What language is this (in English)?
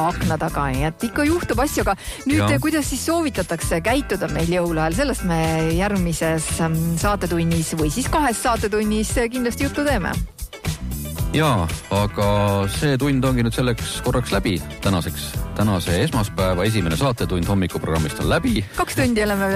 Estonian